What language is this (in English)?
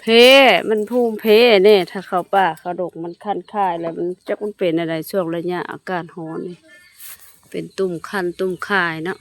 Lao